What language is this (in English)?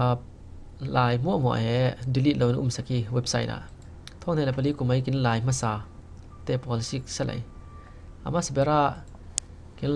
Falam Chin